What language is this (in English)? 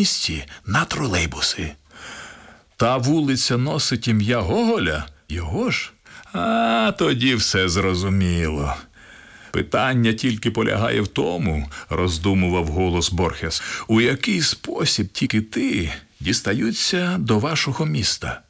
Ukrainian